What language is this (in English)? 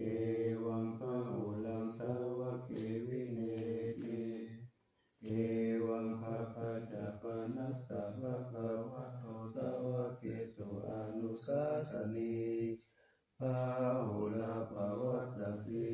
Pali